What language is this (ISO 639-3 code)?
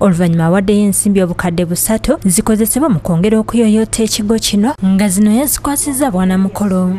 lug